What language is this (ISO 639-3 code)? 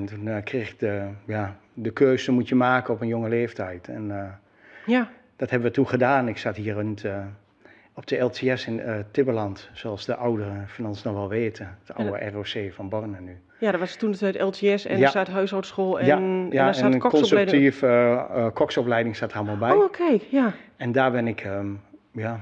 nld